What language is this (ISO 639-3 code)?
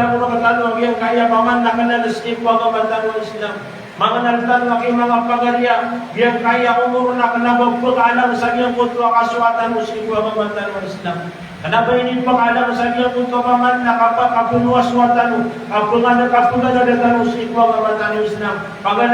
mrw